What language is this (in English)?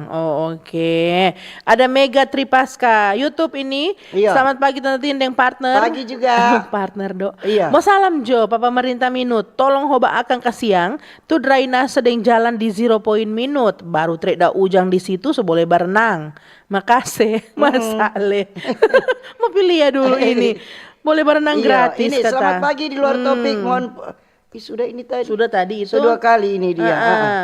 Manado Malay